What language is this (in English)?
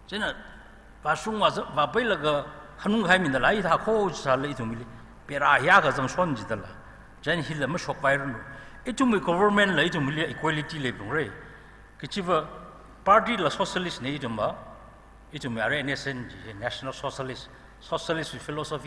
Tangkhul Naga (India)